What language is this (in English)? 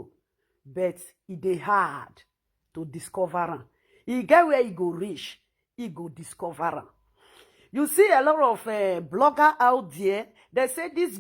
Nigerian Pidgin